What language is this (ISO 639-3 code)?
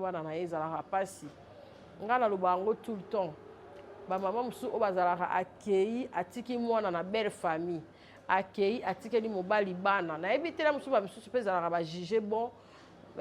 lin